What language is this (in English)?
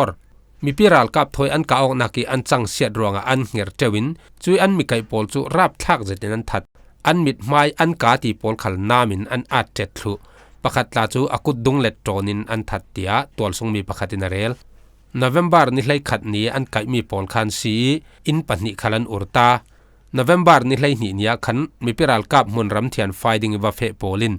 Falam Chin